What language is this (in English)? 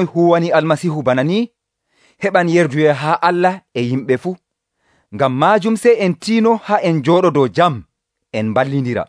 Nigerian Fulfulde